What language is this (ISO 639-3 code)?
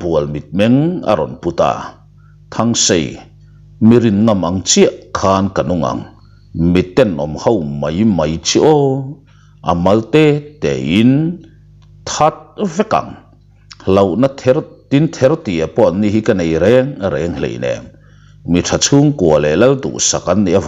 lus